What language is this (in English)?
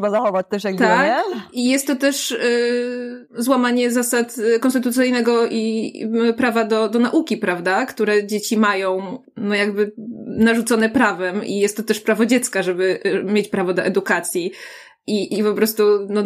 Polish